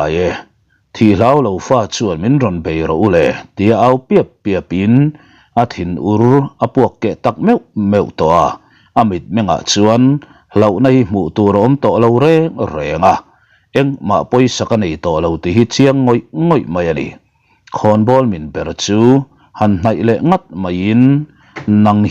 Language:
Mizo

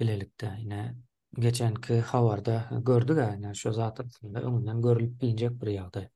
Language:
Turkmen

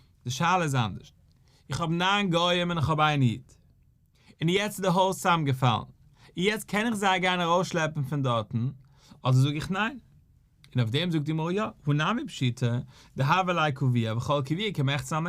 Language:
Yiddish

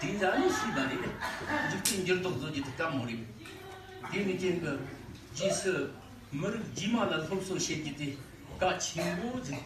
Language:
Tibetan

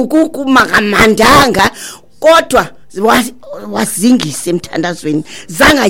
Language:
Xhosa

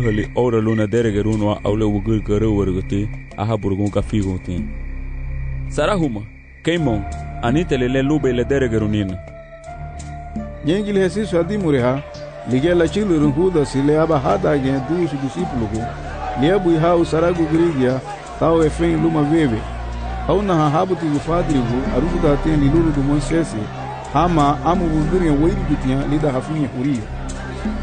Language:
Garifuna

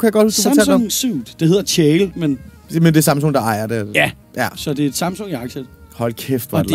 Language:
Danish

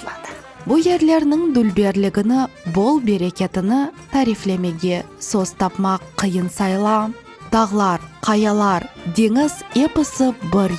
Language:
Crimean Tatar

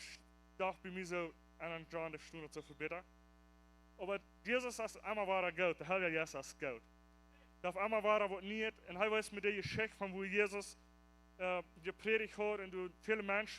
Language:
Plautdietsch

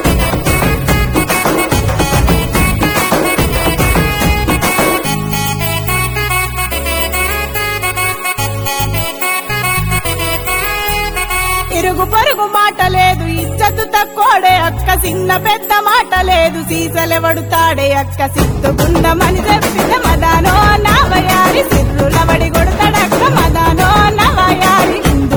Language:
Telugu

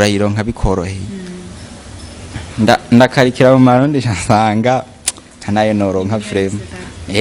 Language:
Rundi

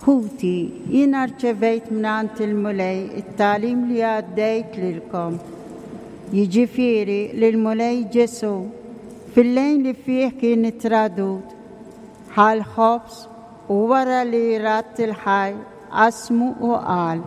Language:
Maltese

